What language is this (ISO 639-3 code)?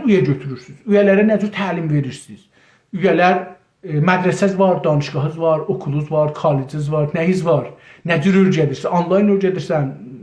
azb